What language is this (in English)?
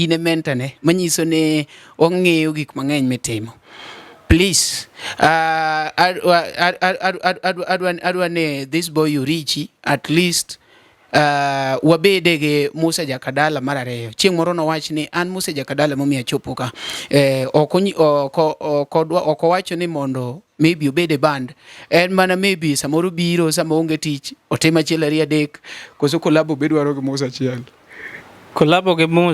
Luo (Kenya and Tanzania)